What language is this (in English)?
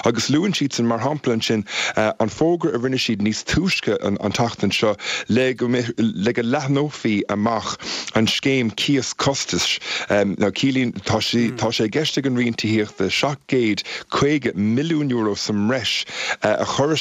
Irish